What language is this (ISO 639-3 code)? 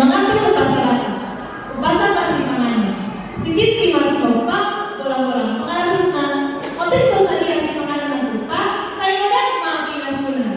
bbc